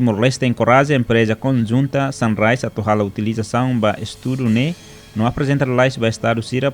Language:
Tetum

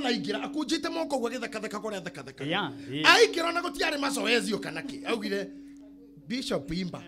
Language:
Kikuyu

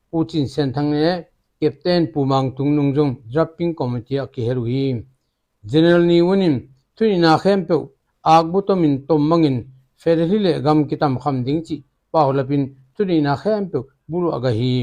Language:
Tedim Chin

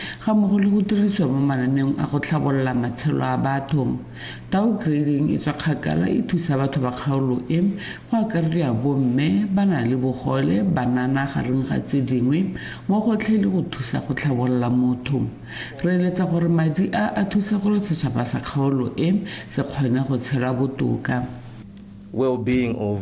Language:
Tswana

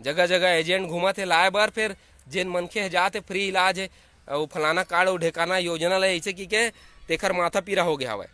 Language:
Chhattisgarhi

